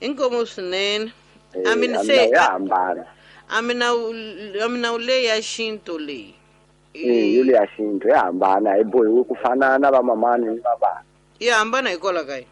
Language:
Tsonga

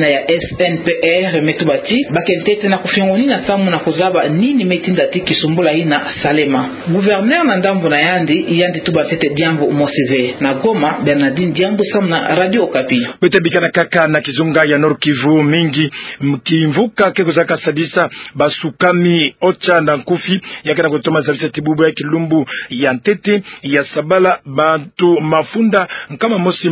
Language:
Kituba (Democratic Republic of Congo)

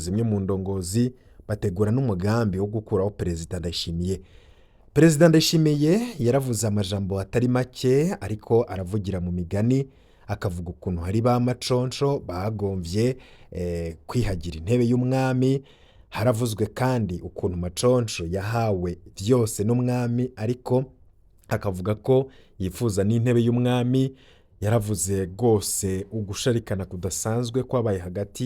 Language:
Rundi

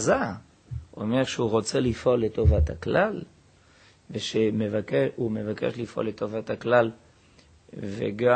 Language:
Hebrew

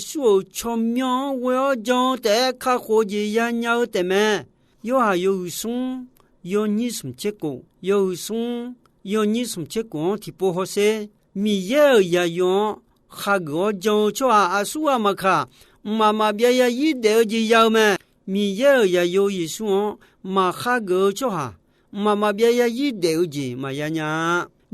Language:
Akha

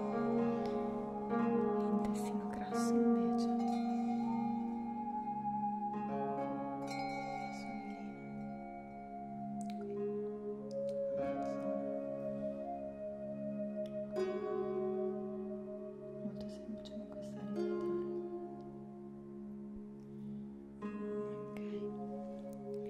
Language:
Italian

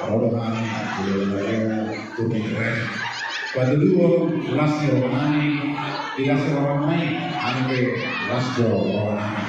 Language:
Batak Toba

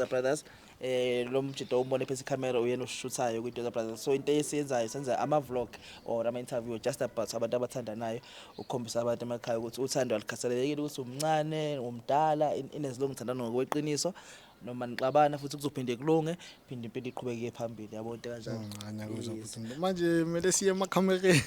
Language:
Zulu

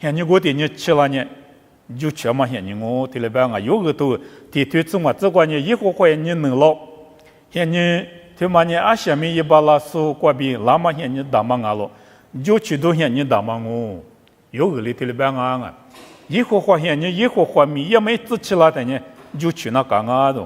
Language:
Lisu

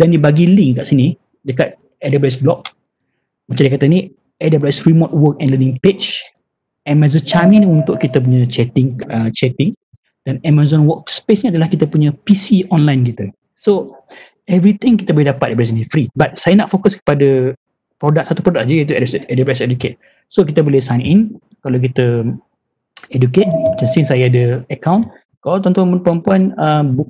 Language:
Malay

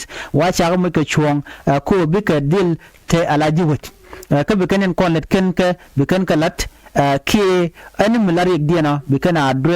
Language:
Nuer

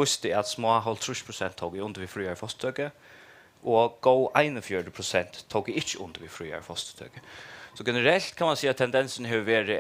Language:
Faroese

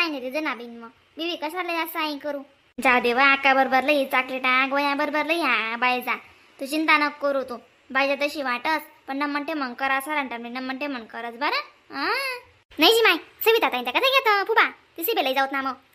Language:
Khandesi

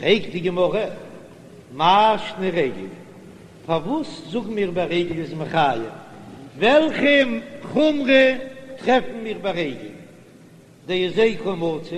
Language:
Yiddish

